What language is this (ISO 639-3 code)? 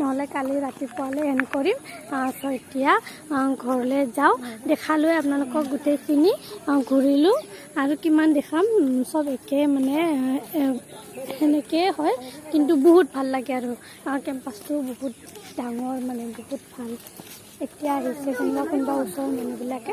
asm